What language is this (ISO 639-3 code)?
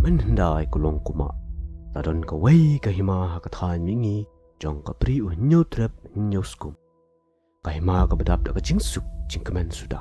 kha